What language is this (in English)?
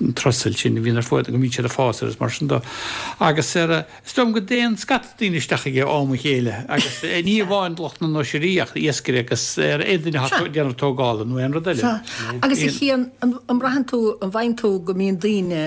Irish